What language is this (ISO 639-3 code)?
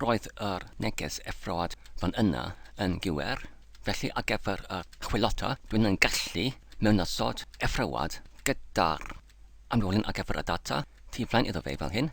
cym